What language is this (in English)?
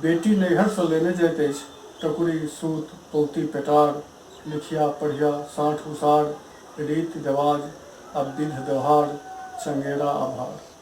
Maithili